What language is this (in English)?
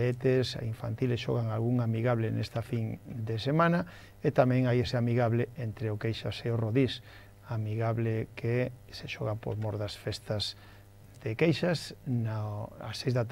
Galician